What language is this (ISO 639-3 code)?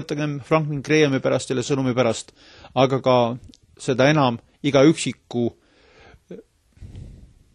est